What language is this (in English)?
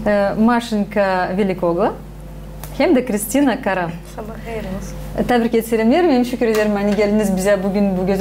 Gagauz